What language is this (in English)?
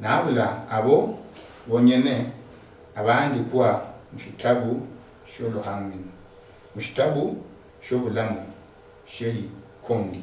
Luyia